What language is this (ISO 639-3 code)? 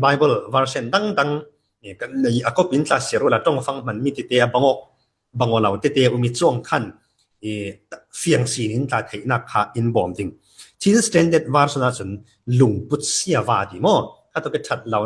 cfm